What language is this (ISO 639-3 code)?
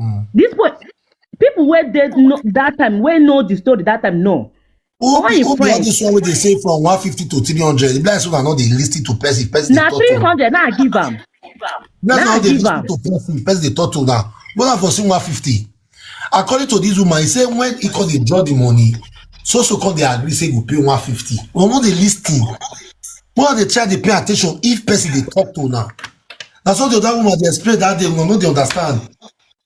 pcm